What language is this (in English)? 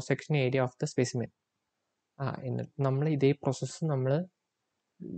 Malayalam